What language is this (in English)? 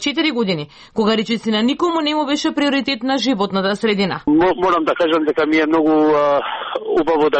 Macedonian